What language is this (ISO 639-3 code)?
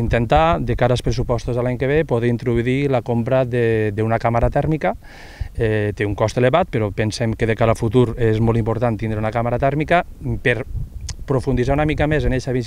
cat